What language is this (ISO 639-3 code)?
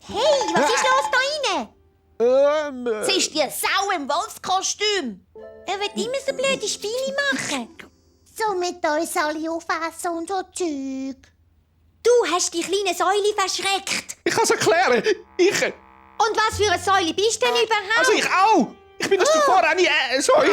gsw